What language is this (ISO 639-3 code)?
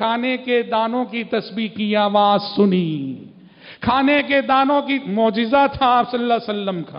urd